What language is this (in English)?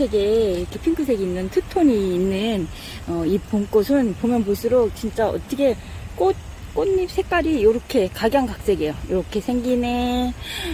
Korean